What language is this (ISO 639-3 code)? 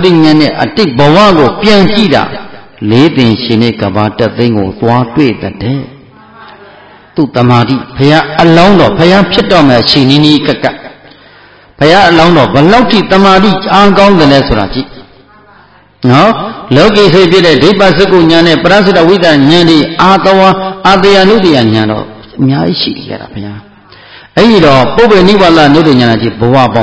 mya